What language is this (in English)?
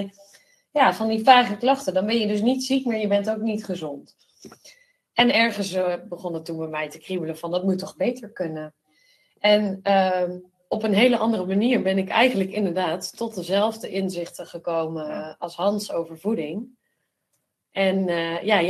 Dutch